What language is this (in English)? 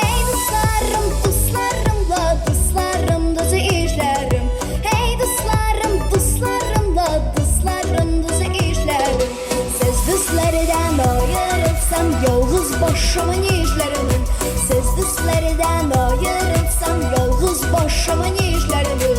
Tatar